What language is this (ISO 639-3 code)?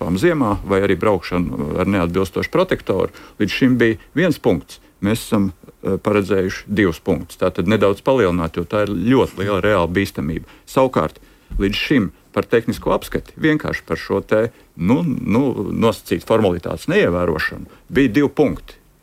lav